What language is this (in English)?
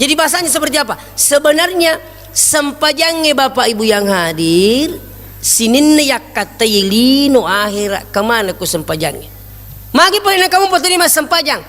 Buginese